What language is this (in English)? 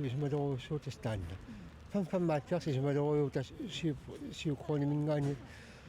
Kalaallisut